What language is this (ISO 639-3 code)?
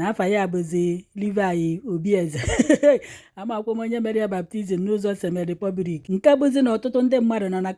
ibo